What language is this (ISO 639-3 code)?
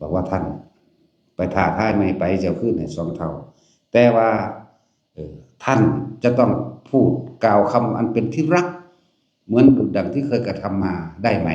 tts